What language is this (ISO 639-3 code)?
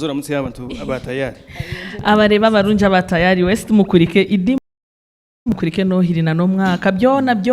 nyn